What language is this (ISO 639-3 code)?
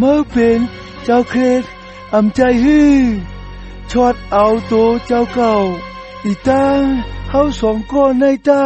shn